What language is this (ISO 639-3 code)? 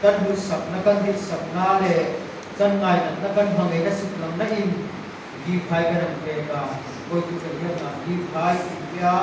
hmr